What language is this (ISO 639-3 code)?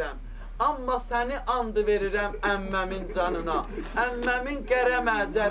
aze